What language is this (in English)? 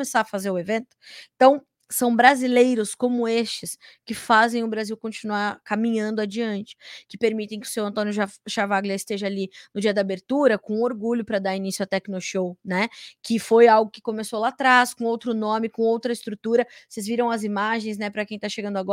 Portuguese